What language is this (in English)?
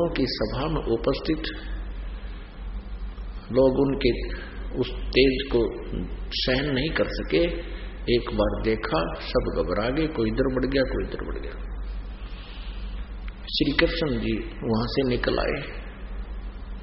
Hindi